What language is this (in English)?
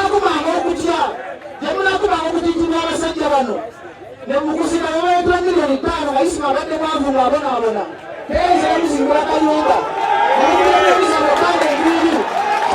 Ganda